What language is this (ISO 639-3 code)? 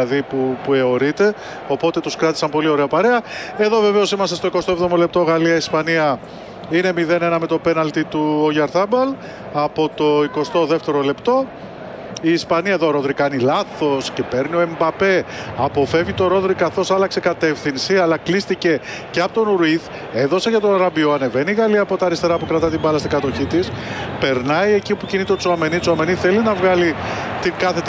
ell